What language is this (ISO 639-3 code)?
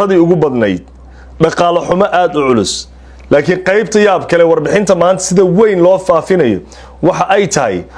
som